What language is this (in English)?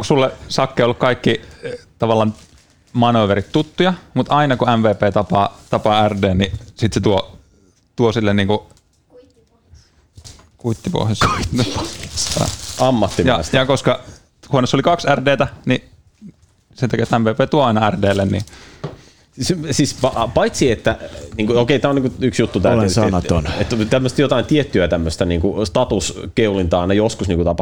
Finnish